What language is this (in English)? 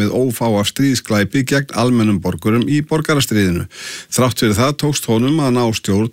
Icelandic